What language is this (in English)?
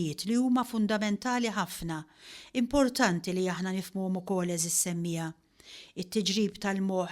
Maltese